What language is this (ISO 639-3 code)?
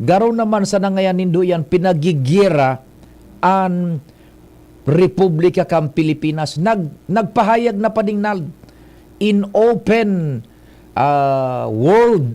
bik